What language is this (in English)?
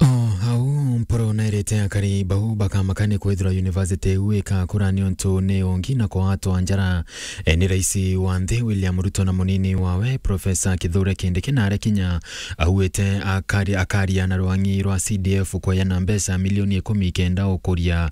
Meru